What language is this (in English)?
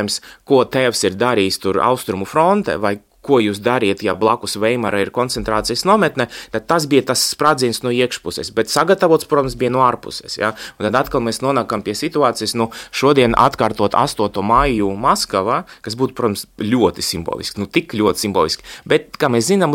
Latvian